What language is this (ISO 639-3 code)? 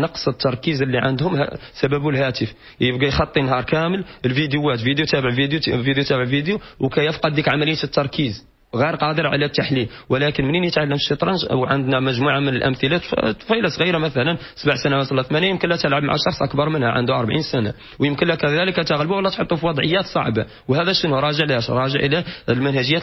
ary